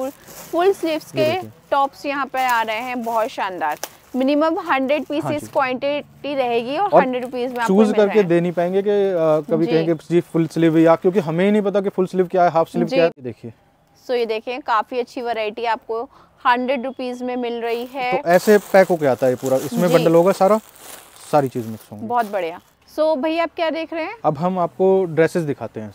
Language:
Hindi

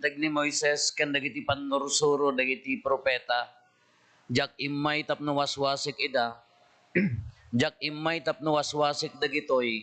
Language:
Iloko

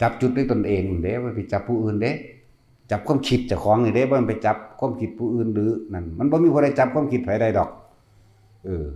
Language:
Northeastern Thai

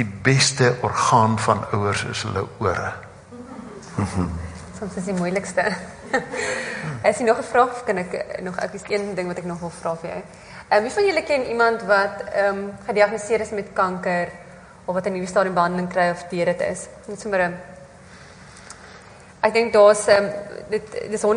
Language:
Afrikaans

